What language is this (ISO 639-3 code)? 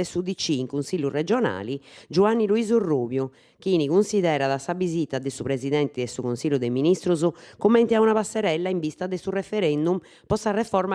srd